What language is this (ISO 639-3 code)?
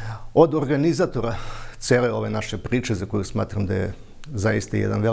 srp